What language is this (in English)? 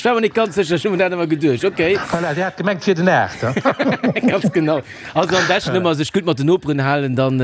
Luxembourgish